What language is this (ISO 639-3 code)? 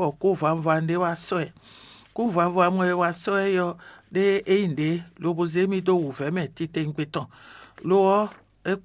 fon